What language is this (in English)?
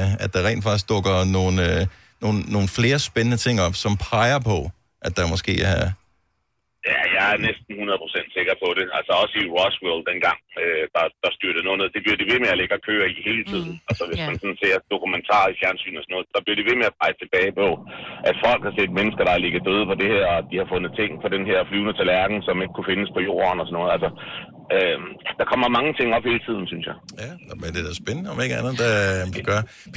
Danish